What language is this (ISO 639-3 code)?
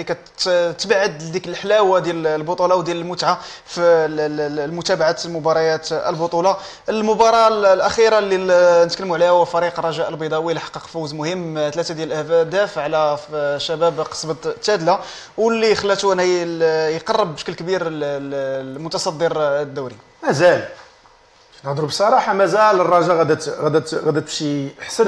ary